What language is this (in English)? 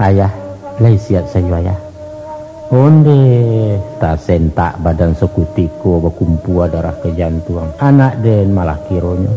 Minangkabau